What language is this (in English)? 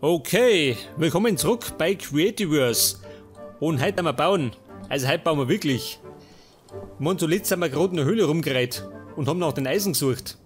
Bavarian